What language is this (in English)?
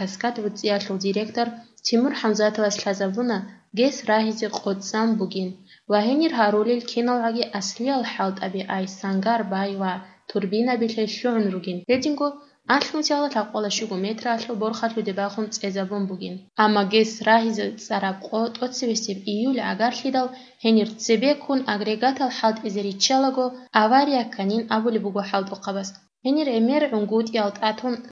Avaric